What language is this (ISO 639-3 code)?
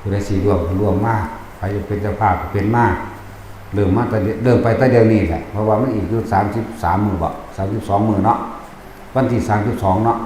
tts